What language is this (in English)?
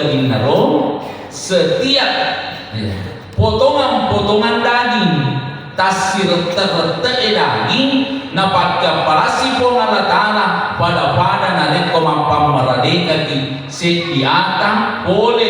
Buginese